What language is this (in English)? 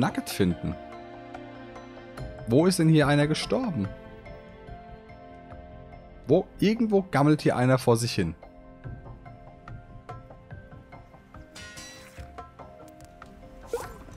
German